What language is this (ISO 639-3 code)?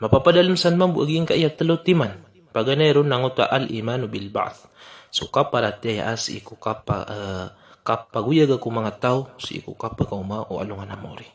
mrw